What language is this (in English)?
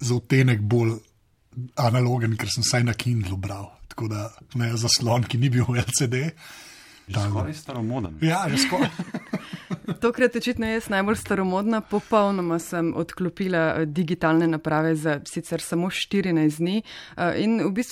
Slovenian